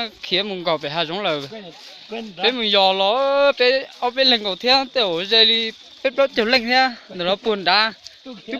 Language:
Hmong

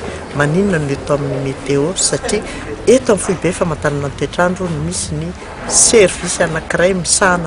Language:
Malagasy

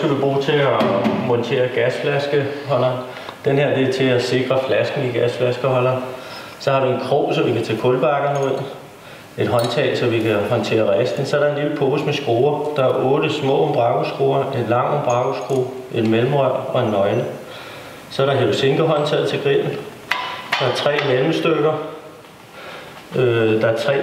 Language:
Danish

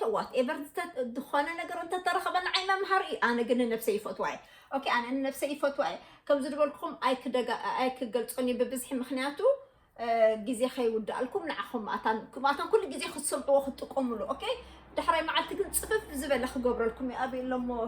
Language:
Tigrinya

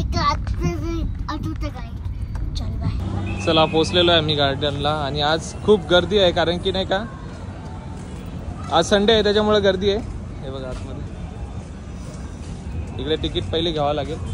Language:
Marathi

